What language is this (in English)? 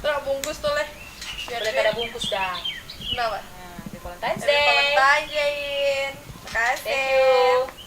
Manado Malay